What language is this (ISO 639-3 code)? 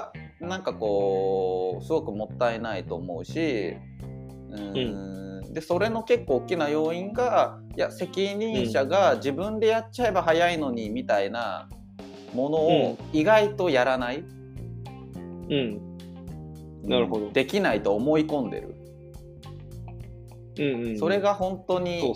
jpn